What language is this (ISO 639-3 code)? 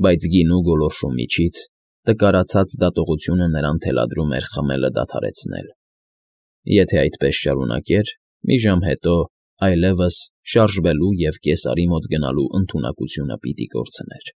hye